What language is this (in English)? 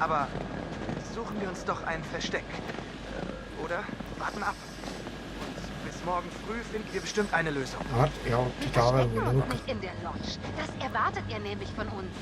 Swiss German